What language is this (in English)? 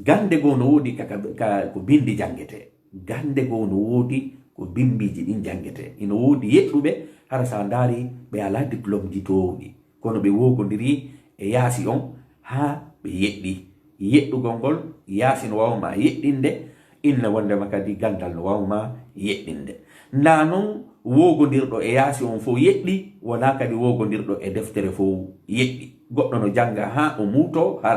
Fula